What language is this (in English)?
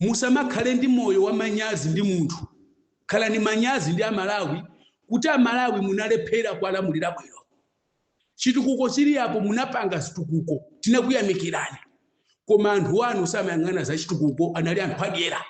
Nyanja